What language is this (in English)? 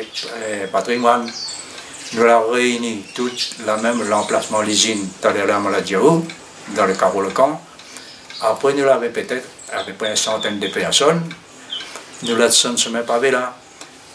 Réunion Creole French